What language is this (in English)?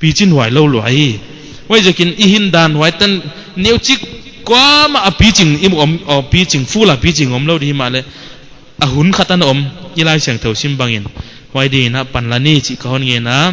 Paite Chin